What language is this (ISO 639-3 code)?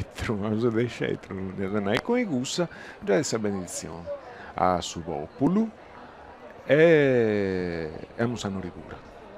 srd